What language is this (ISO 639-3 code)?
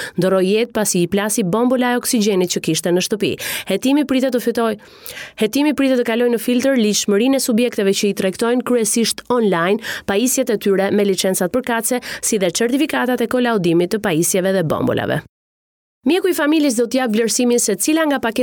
sqi